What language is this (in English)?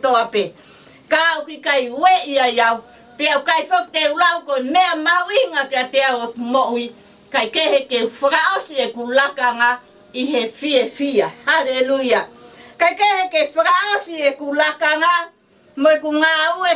Tongan